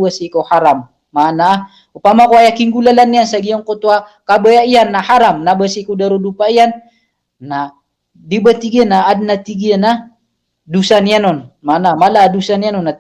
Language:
Maranao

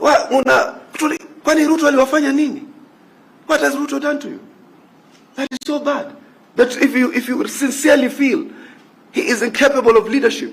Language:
Gusii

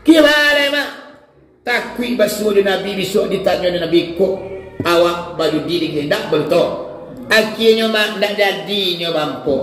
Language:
Minangkabau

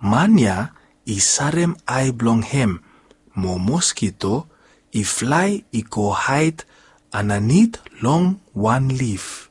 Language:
Bislama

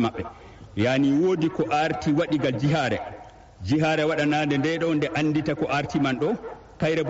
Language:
Fula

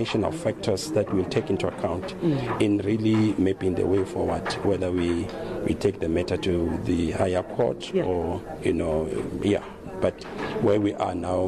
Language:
English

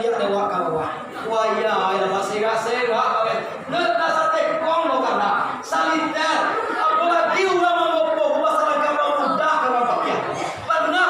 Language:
Minangkabau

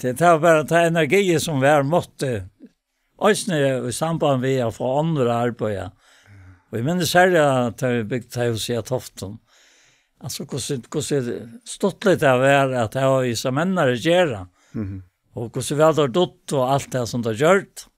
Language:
Faroese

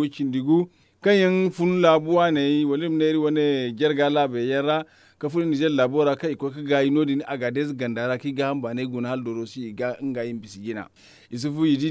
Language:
Zarma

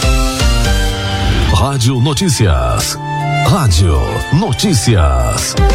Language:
Portuguese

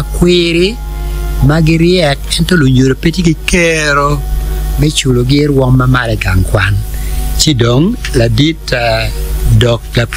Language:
Acoli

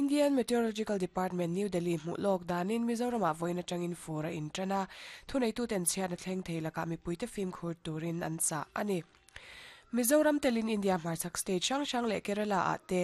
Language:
Mizo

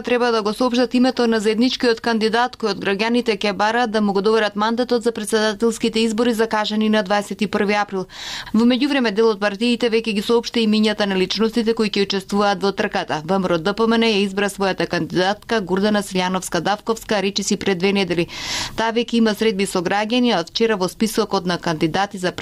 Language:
Macedonian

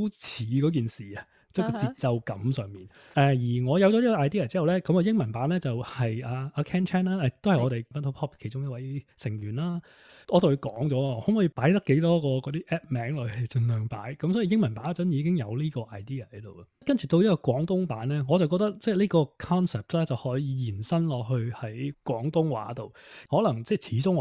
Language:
Cantonese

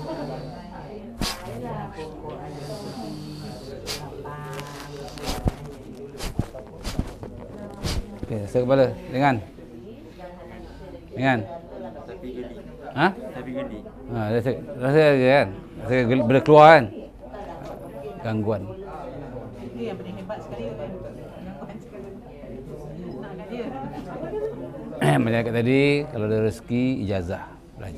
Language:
Malay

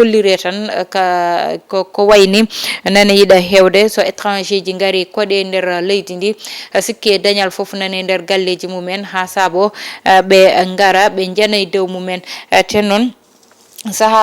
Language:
Fula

